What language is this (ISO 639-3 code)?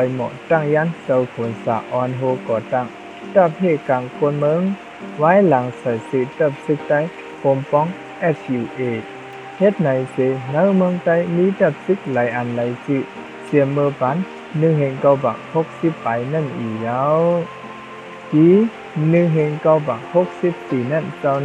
shn